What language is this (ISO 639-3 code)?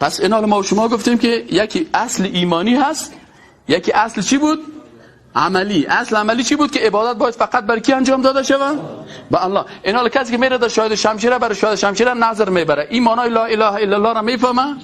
fas